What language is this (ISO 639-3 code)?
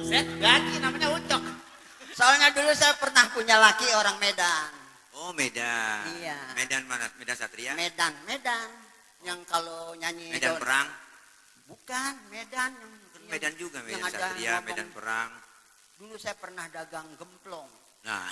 bew